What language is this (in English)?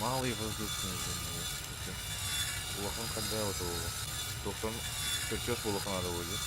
Yakut